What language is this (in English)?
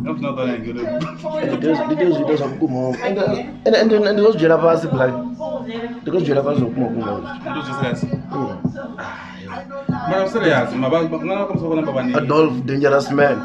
Venda